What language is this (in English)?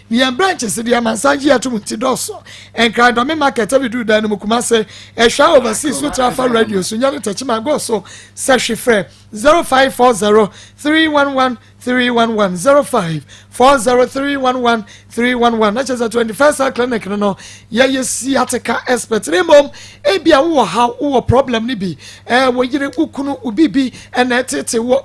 Akan